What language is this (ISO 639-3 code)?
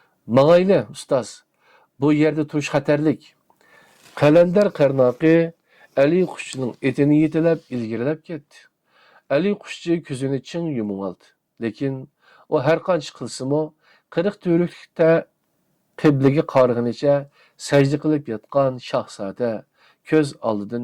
uig